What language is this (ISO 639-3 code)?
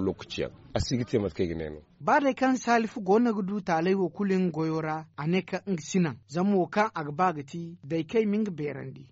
dje